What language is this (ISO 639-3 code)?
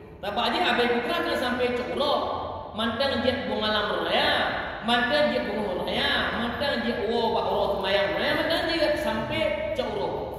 ace